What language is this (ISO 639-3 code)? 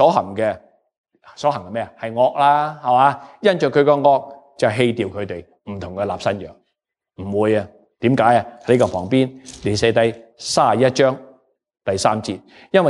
yue